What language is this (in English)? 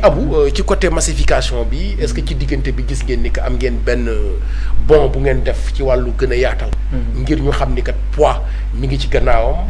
Wolof